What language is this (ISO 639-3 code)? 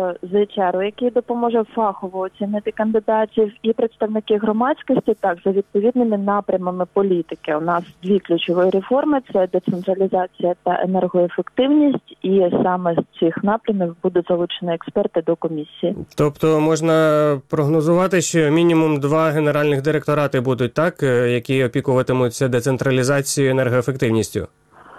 ukr